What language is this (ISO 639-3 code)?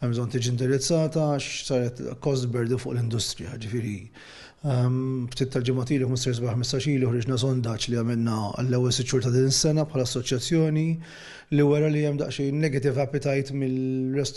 mlt